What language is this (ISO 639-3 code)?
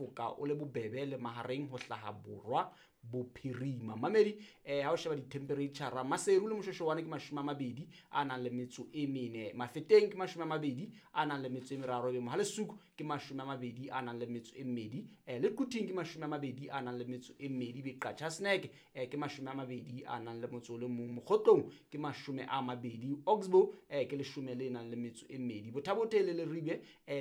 sot